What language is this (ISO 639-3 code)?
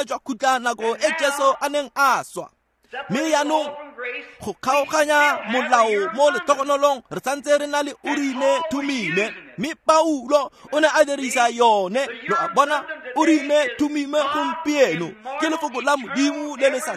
tsn